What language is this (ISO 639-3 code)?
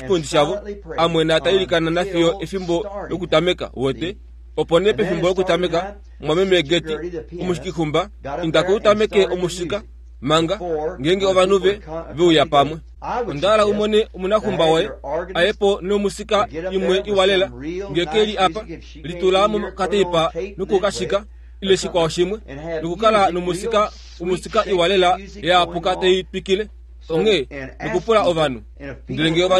kua